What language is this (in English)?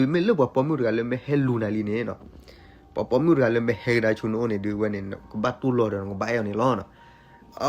S'gaw Karen